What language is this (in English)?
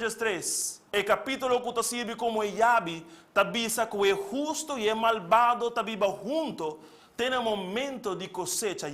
Papiamento